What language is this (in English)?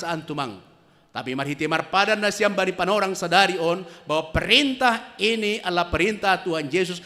Batak Simalungun